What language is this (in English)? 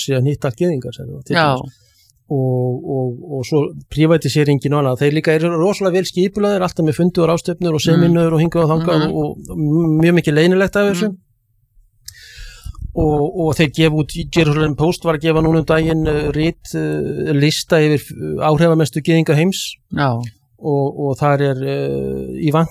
Icelandic